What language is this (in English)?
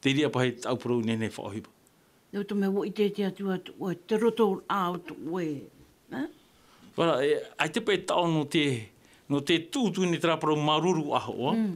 Tahitian